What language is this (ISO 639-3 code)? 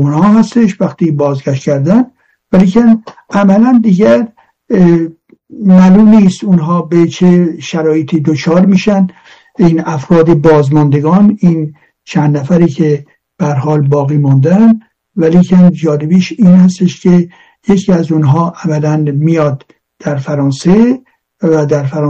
fas